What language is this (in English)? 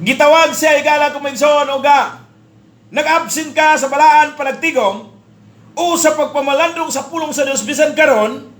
Cebuano